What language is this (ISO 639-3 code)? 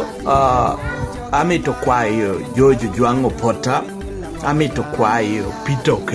laj